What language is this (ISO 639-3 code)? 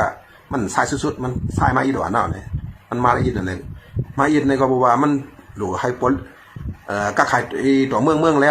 shn